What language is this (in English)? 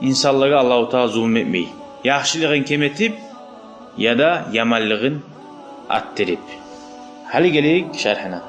Kumyk